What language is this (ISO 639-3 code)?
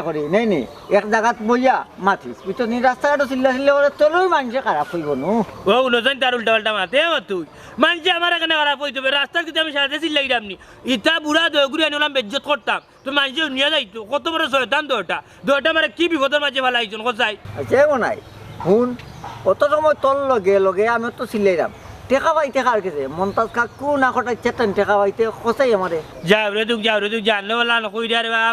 syl